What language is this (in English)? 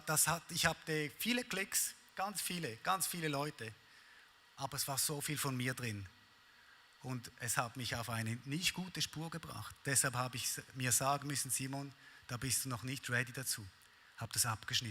Swiss German